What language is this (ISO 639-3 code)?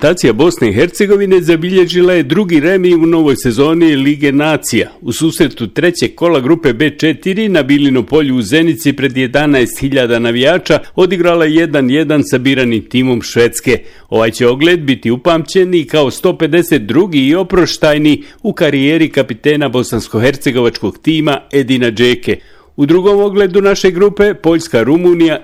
bos